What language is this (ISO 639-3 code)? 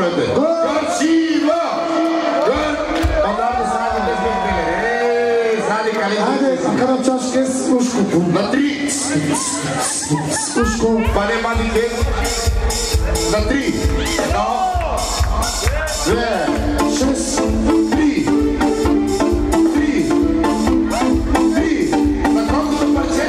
bul